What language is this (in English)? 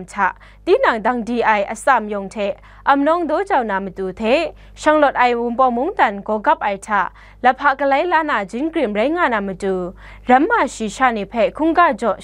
Kachin